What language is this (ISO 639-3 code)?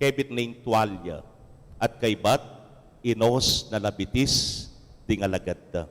pam